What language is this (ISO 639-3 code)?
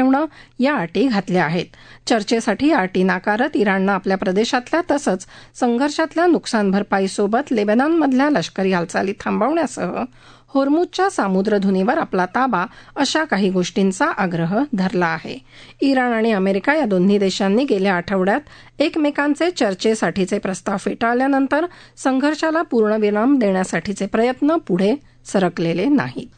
mar